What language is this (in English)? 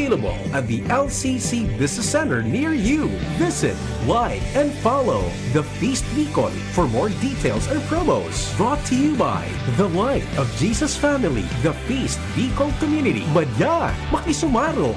Bikol